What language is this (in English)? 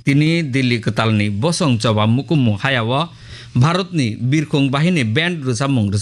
Kok Borok